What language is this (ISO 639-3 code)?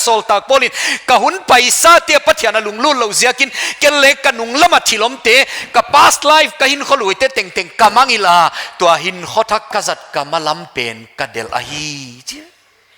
pck